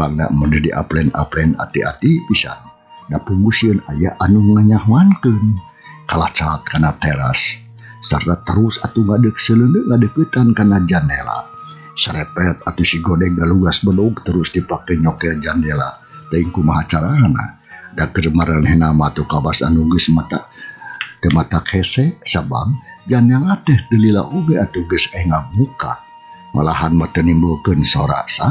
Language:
Sundanese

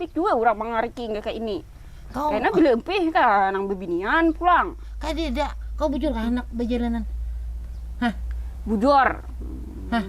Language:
Banjar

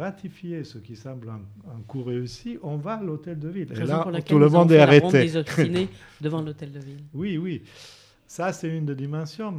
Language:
French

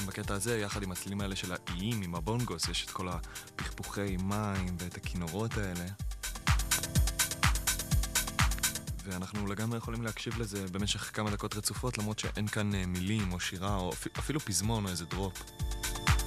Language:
Hebrew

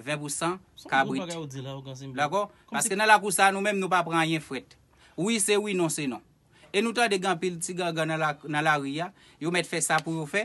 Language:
Haitian Creole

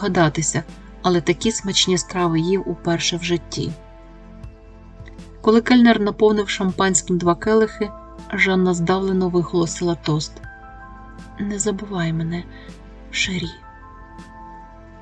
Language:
Ukrainian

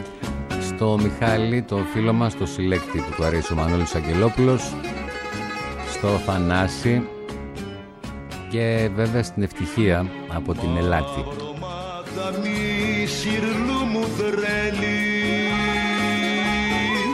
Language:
Greek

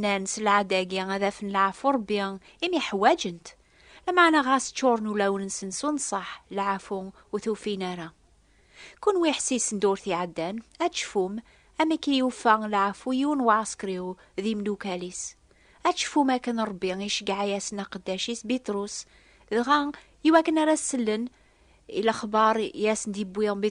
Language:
Kabyle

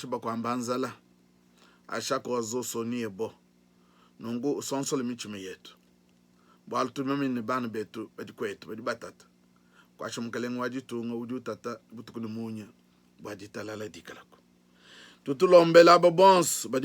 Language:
Luba-Lulua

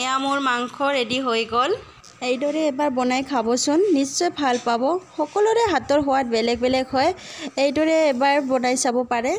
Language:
Assamese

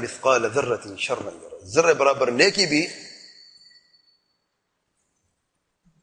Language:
Urdu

